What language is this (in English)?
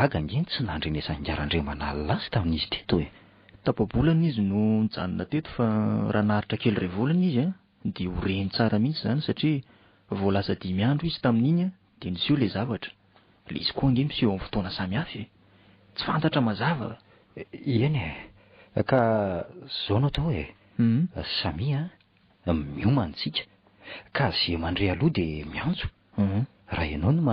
Malagasy